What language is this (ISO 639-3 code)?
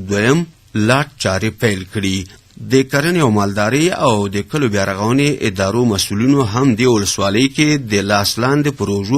pus